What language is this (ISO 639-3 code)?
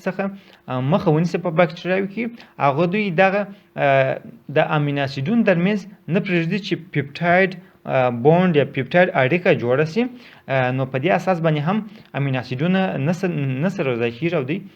pus